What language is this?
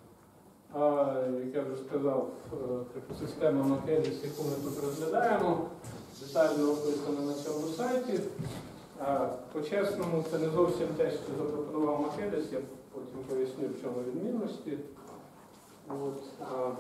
Ukrainian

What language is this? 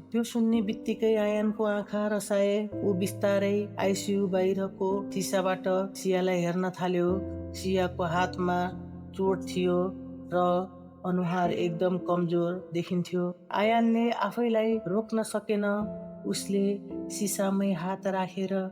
Nepali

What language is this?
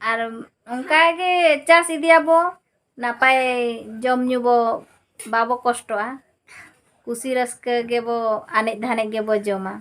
Santali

